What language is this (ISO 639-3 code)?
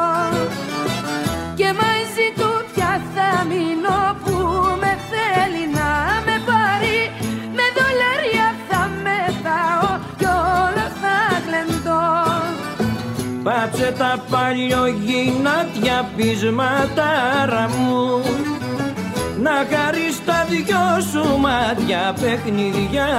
ell